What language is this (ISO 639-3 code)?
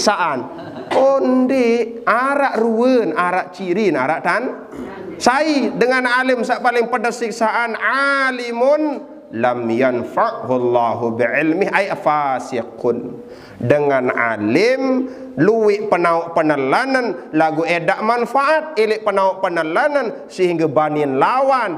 sas